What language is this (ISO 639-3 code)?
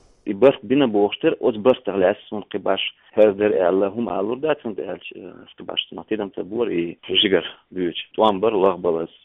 che